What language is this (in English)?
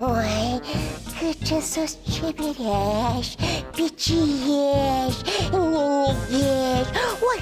Udmurt